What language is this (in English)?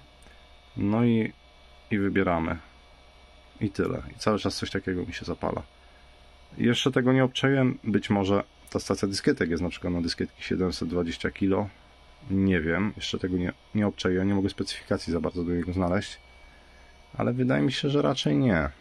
Polish